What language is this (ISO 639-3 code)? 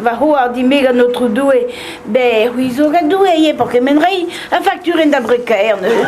bre